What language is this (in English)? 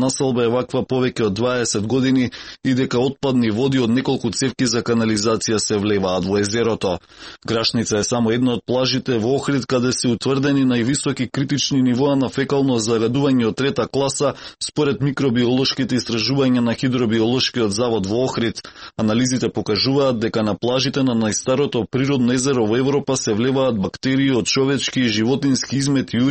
Macedonian